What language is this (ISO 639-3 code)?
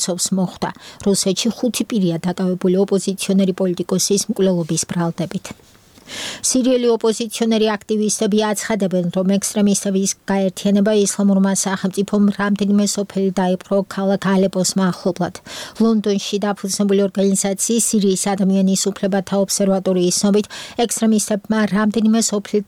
kat